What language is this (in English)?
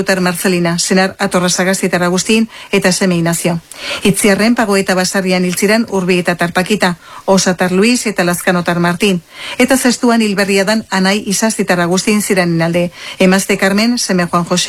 Basque